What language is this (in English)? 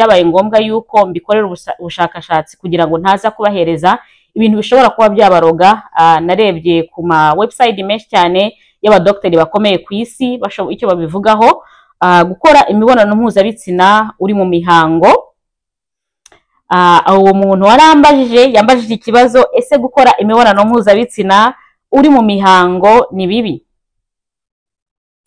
Kinyarwanda